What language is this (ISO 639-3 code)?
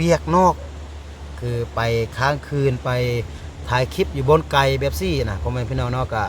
lao